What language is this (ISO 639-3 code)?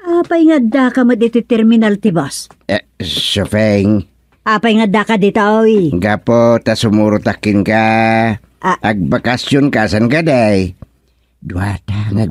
ilo